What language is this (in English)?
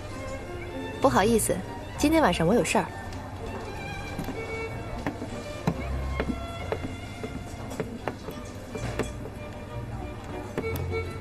Chinese